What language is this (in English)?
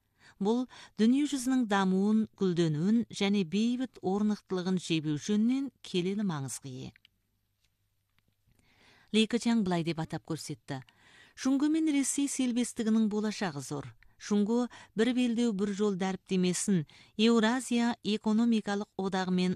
Kazakh